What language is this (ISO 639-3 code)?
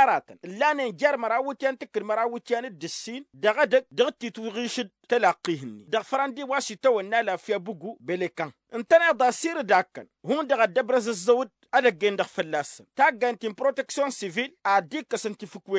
taq